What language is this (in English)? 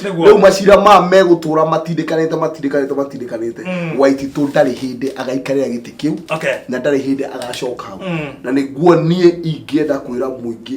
Kikuyu